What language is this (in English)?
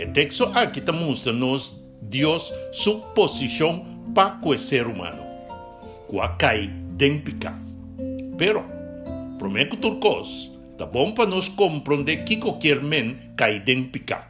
Papiamento